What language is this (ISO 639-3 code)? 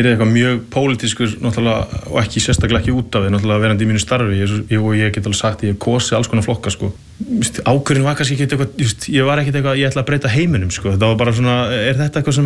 isl